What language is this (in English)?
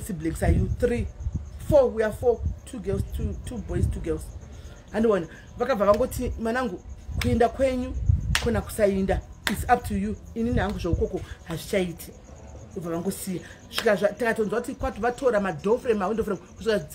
Shona